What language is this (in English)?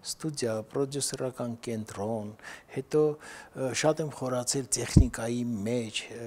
Armenian